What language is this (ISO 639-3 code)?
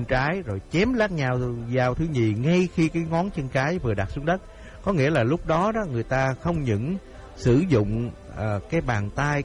vie